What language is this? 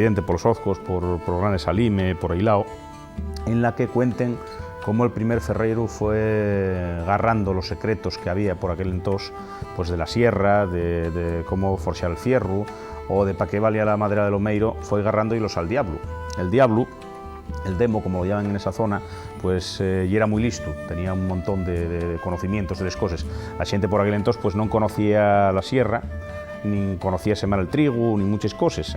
Asturian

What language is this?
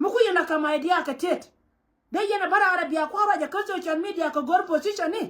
Nuer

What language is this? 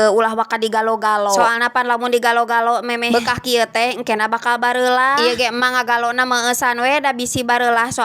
Sundanese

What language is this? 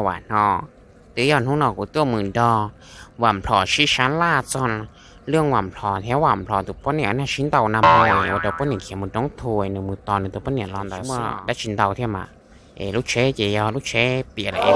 Hmong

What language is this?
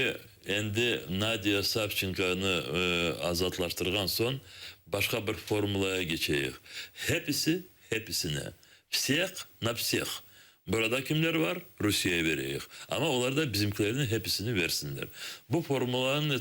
Crimean Tatar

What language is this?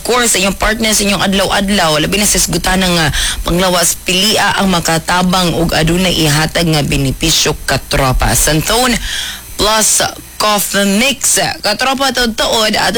Cebuano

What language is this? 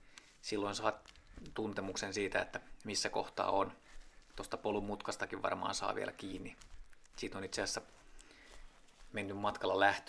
Finnish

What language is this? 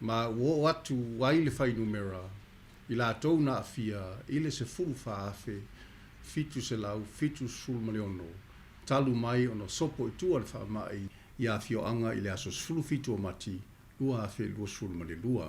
Samoan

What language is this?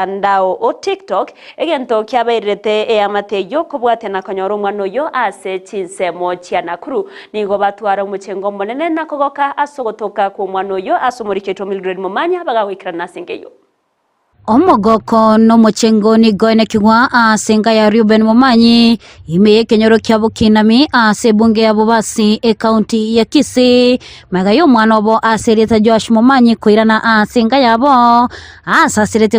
Gusii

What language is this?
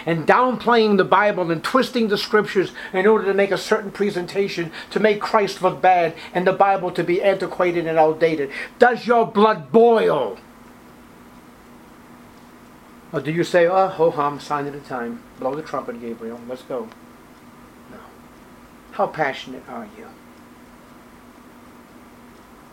English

